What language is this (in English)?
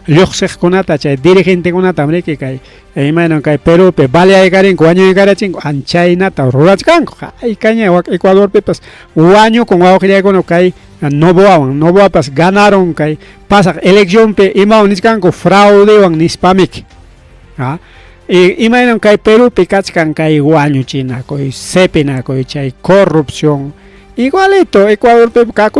Ayacucho Quechua